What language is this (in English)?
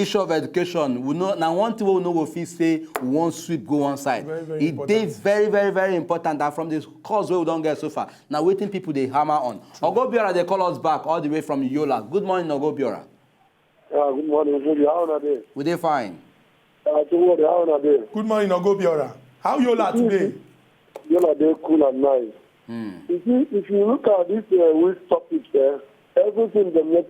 Nigerian Pidgin